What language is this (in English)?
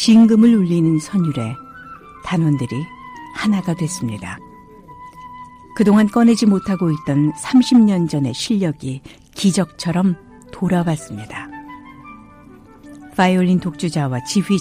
Korean